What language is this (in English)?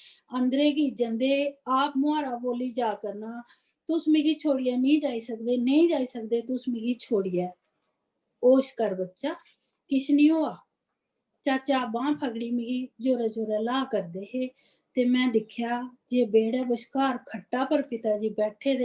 Dogri